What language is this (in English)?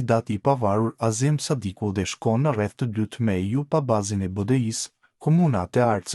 Albanian